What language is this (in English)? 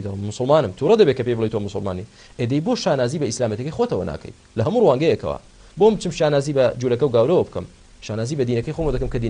Central Kurdish